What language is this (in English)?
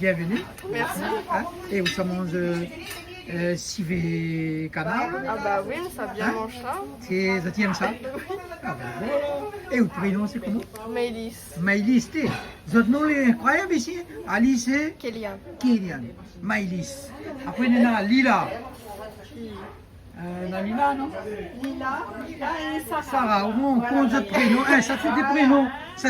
Réunion Creole French